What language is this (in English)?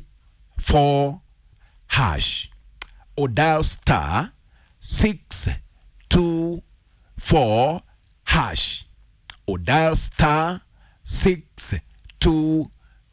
Kikuyu